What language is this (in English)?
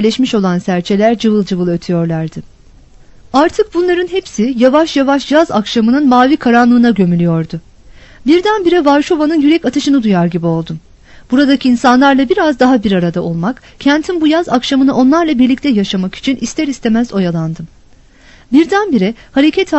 Turkish